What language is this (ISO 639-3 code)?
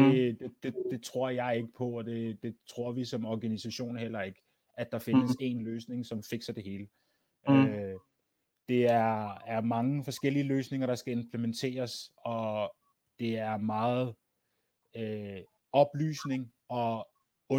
dan